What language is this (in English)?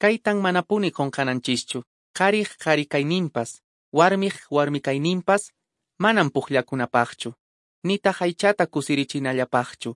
Quechua